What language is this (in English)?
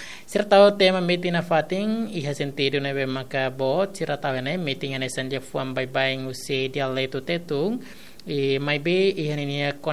Tetum